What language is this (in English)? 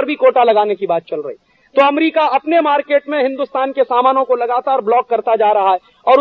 Hindi